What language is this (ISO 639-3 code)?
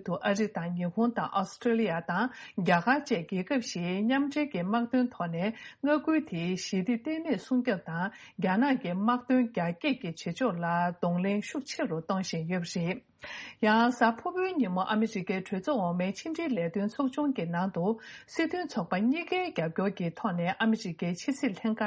bod